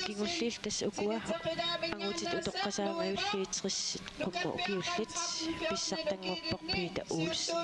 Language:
Kalaallisut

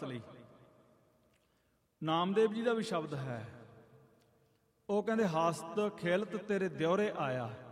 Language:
Punjabi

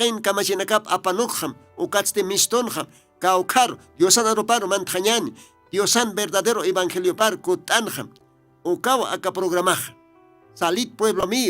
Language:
Aymara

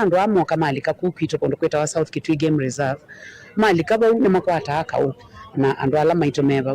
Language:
Kamba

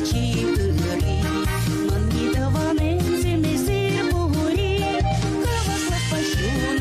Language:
Chuvash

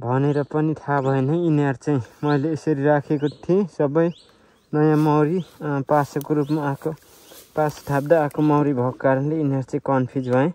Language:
Nepali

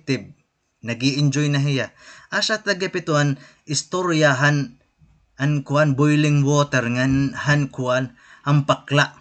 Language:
Waray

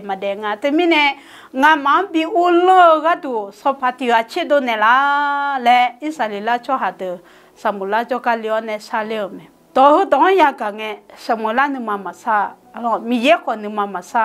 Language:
Akha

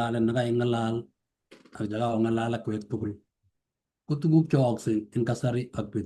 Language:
Kalenjin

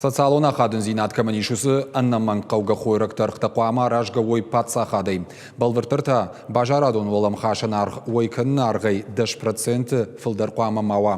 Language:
Ossetic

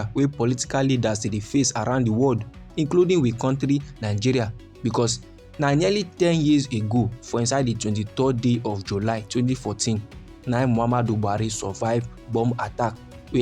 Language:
Nigerian Pidgin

